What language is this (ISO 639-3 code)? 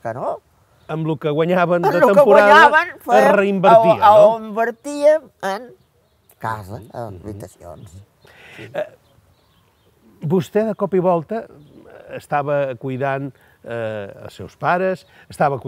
cat